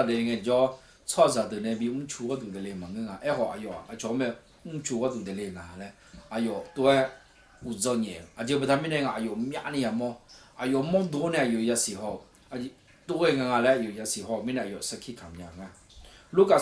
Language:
Akha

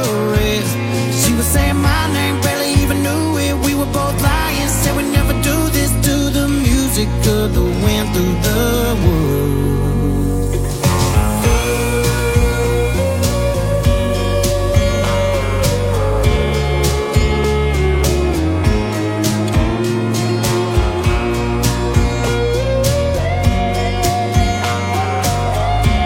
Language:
English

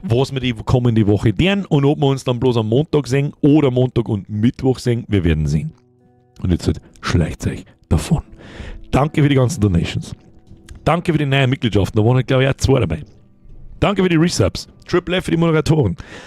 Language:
Bavarian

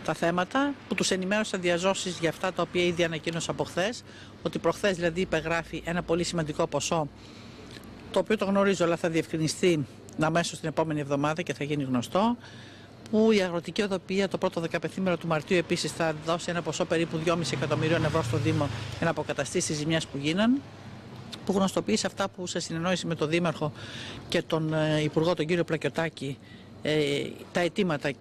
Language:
Greek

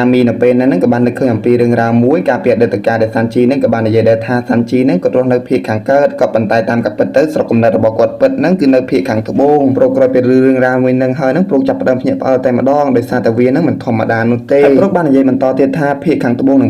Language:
Khmer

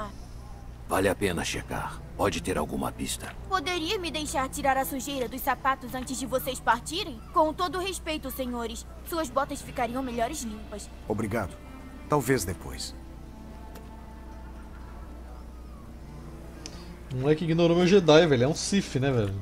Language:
Portuguese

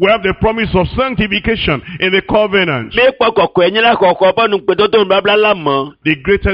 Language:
Ewe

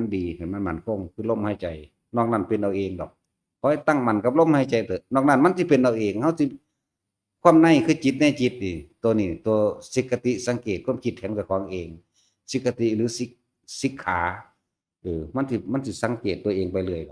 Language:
Northeastern Thai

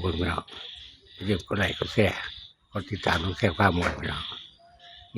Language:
Northeastern Thai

